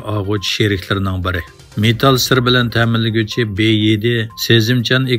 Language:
Uyghur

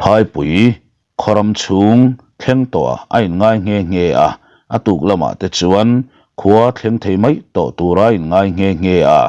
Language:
Mizo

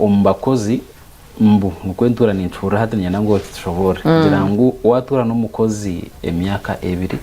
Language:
Nyankole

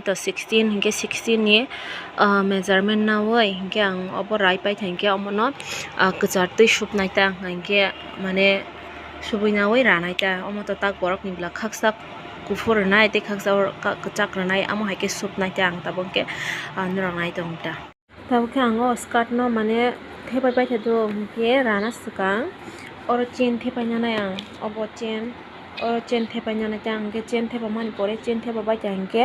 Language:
Kok Borok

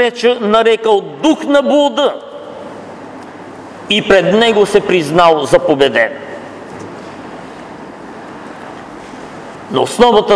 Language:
Bulgarian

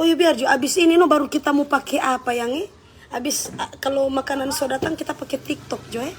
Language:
Manado Malay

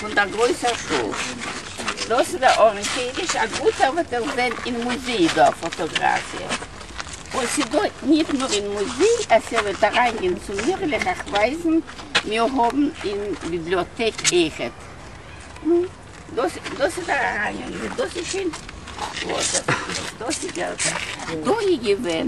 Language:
Yiddish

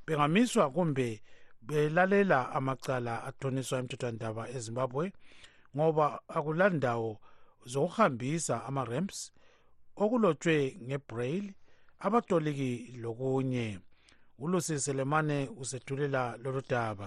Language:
North Ndebele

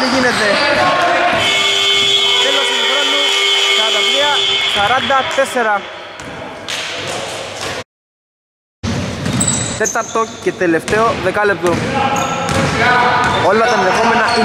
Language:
Greek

